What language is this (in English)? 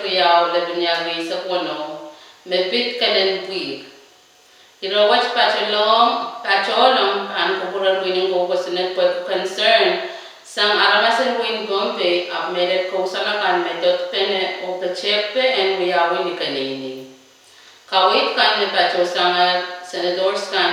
Pohnpeian